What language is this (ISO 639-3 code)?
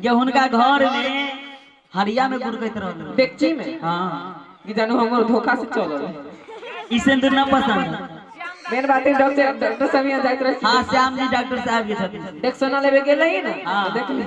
mai